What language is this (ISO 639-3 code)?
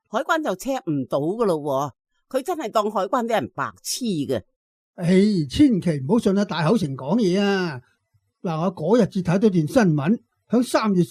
yue